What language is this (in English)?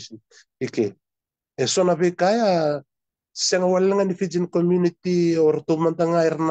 Fijian